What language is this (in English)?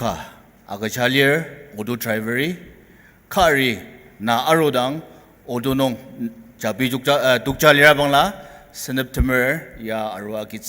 Ao Naga